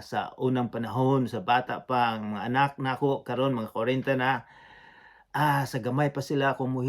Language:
Cebuano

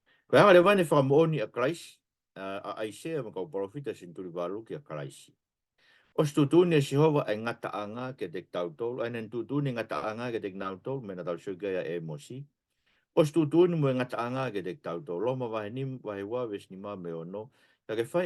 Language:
Tongan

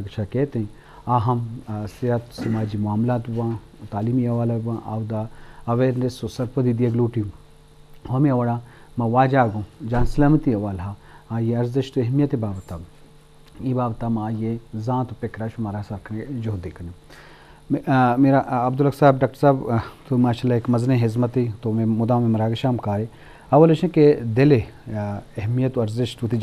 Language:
Eastern Balochi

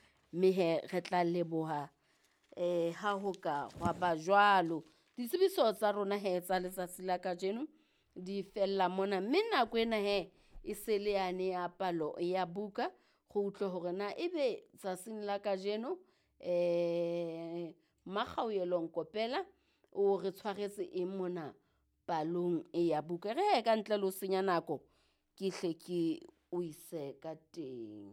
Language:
Southern Sotho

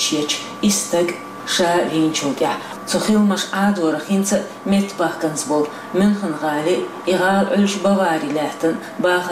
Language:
Chechen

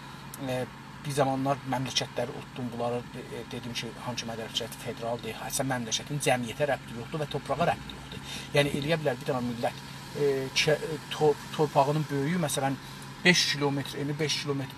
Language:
South Azerbaijani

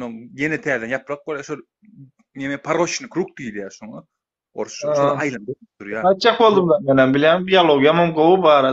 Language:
Turkmen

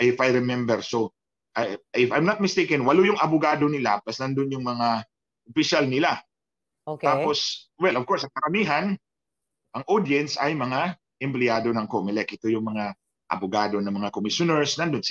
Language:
Filipino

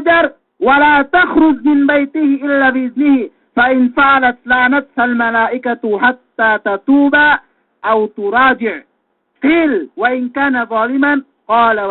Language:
Yakan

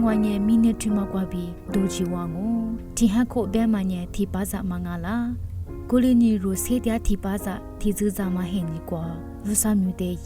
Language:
Lisu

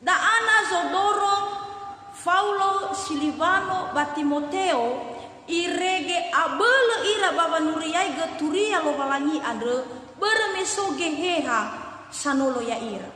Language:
Nias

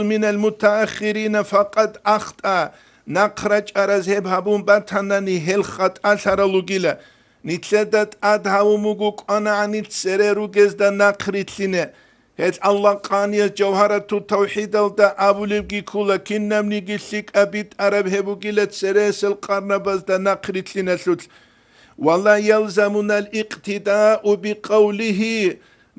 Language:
Avaric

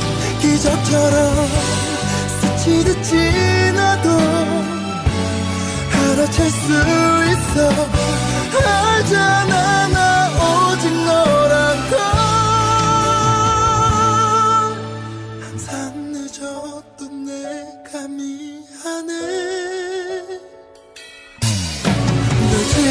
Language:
Korean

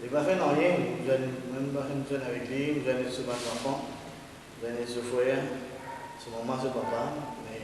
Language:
Morisyen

